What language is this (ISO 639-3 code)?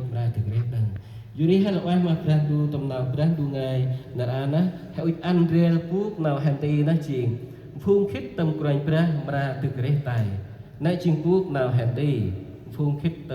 cmo